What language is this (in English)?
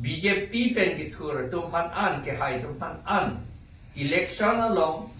Karbi